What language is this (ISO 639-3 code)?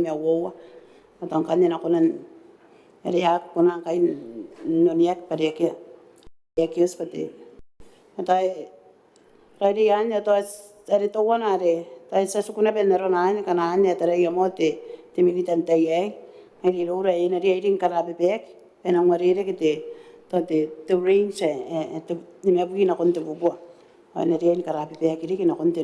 gil